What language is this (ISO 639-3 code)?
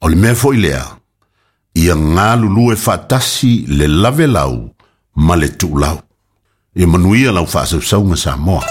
smo